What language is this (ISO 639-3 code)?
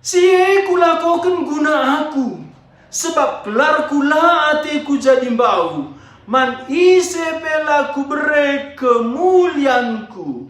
btx